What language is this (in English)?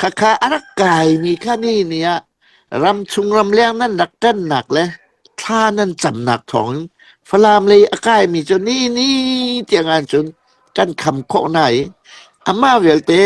Hakha Chin